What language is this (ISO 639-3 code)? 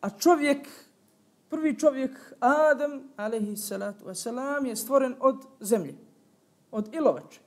bos